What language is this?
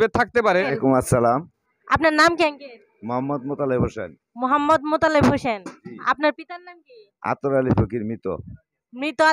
Bangla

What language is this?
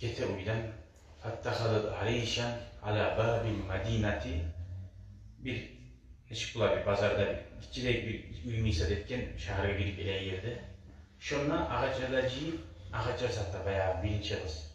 Kumyk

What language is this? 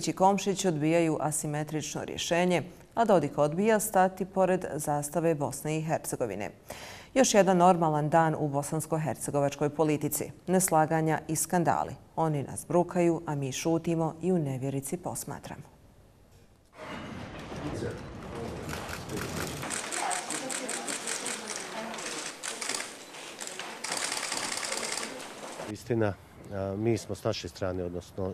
Bosnian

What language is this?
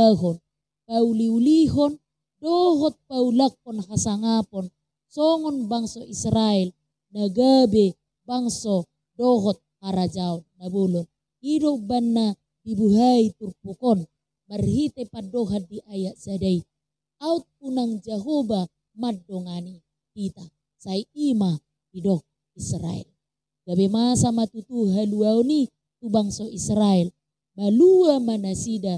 Batak Toba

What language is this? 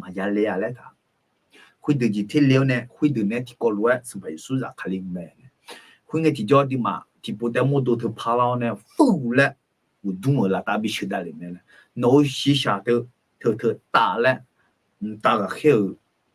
Akha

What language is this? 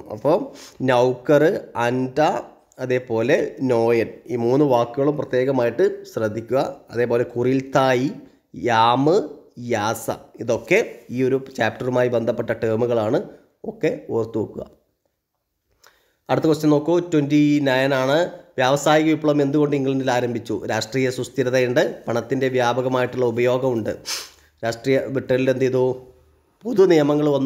Malayalam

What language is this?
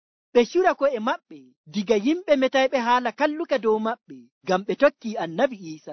Nigerian Fulfulde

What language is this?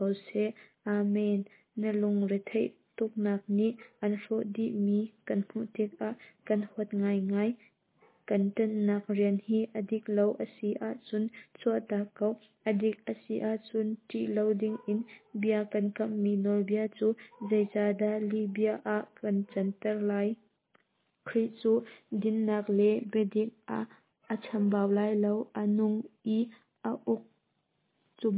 Hakha Chin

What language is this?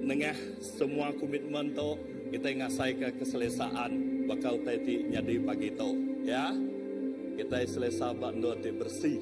Iban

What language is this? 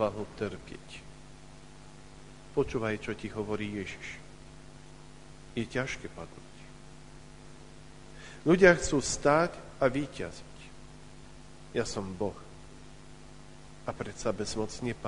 Slovak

